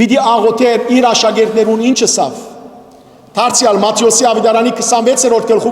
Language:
Western Armenian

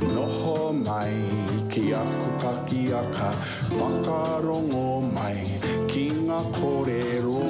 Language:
Māori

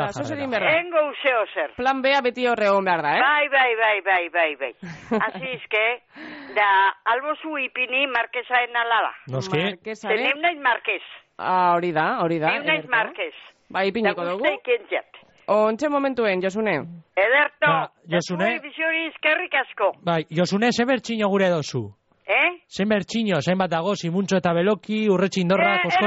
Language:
Basque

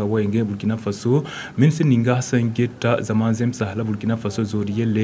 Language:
Mossi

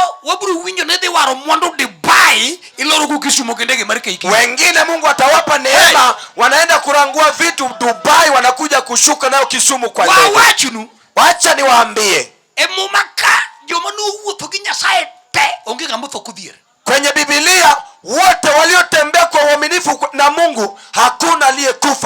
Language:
Luo (Kenya and Tanzania)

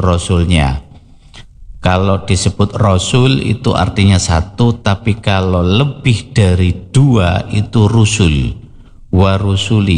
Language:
Indonesian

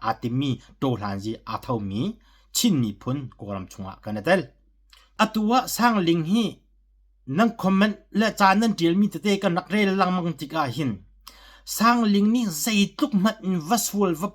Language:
Hakha Chin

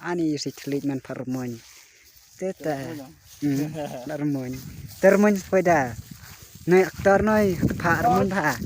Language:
Khasi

